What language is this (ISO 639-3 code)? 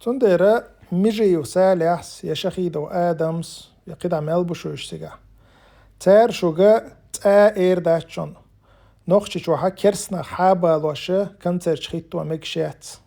che